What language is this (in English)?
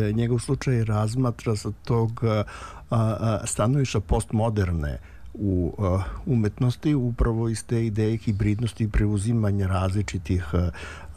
Serbian